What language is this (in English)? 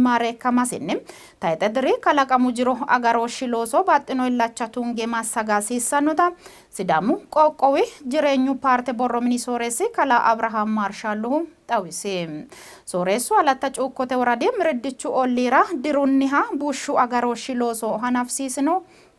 Sidamo